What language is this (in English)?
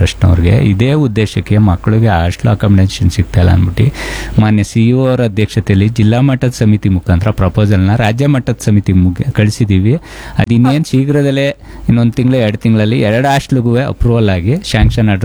Kannada